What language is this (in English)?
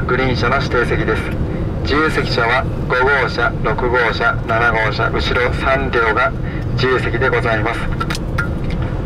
Japanese